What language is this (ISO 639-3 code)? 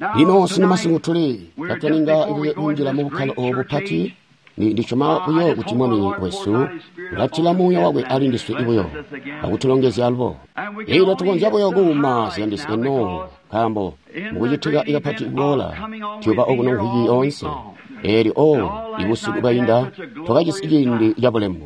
toi